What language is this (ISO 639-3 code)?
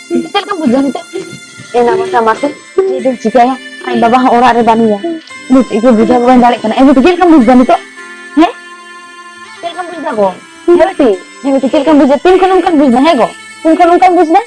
sat